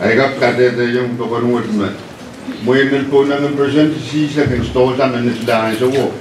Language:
Pohnpeian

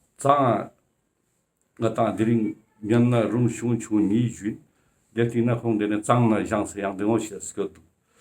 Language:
Ladakhi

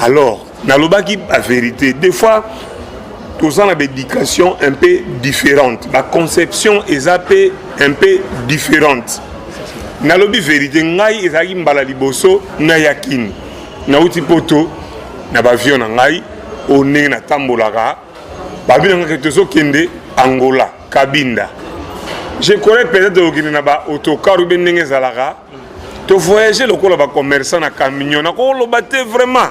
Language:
Lingala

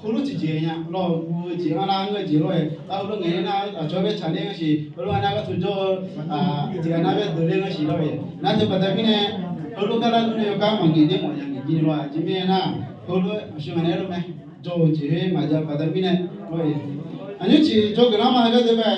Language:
Akha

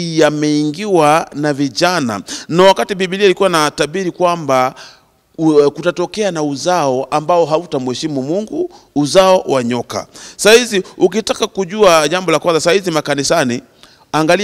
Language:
Swahili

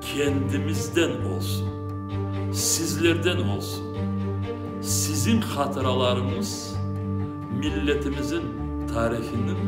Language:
Crimean Tatar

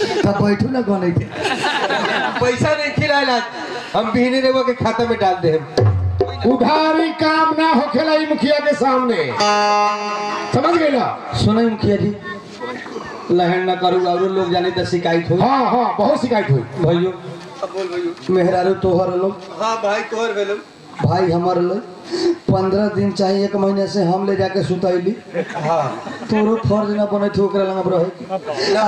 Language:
Bhojpuri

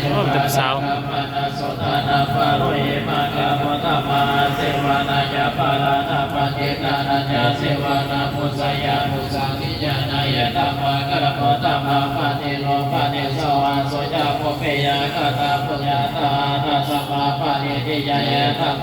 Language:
Pali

